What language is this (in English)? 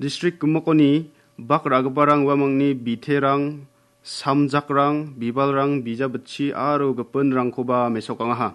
Garo